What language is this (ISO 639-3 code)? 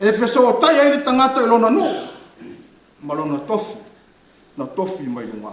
smo